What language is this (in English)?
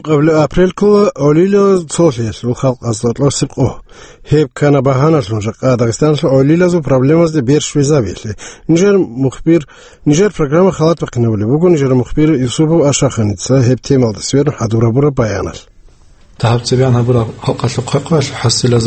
Avaric